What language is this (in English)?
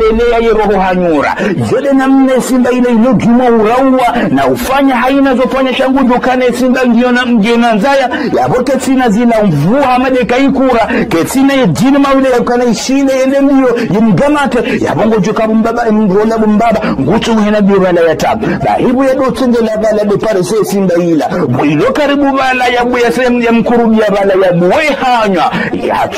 Ngazidja Comorian